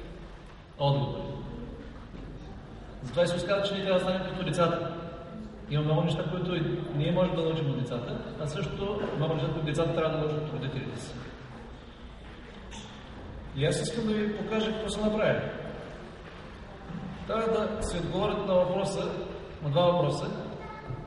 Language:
Bulgarian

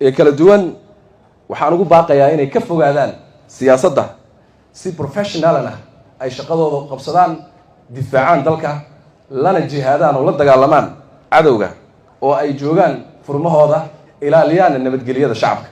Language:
Somali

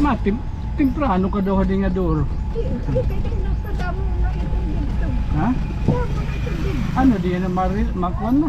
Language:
Waray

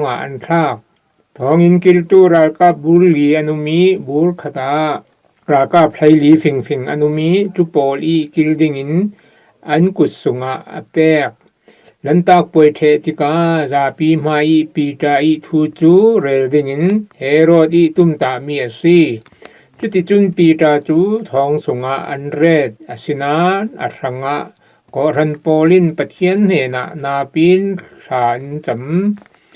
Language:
Falam Chin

